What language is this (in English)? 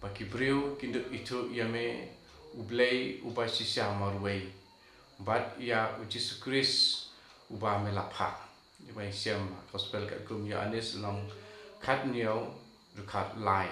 Khasi